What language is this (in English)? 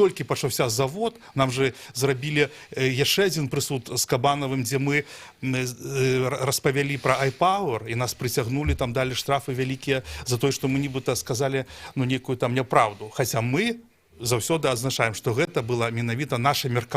Belarusian